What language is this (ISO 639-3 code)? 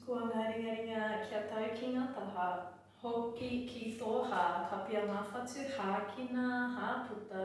mri